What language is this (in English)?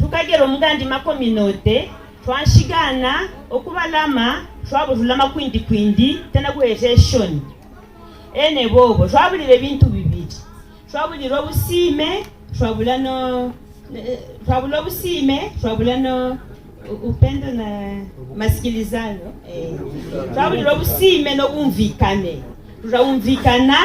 Havu